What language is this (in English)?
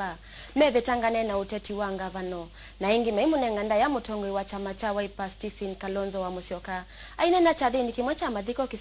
Kamba